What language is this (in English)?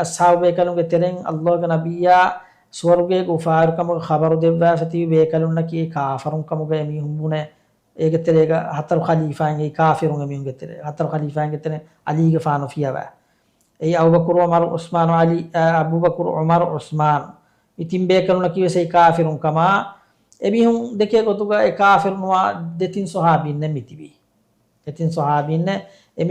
Divehi